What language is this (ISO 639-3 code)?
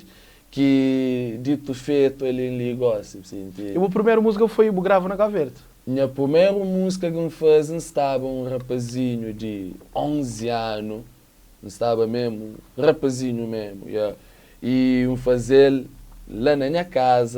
kea